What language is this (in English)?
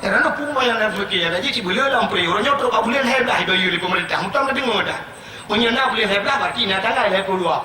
Achinese